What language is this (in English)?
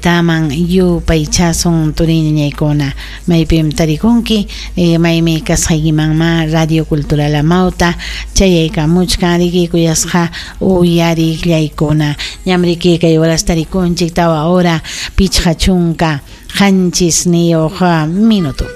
Ayacucho Quechua